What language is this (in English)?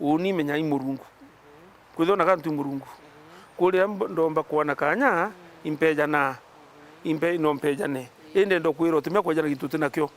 Meru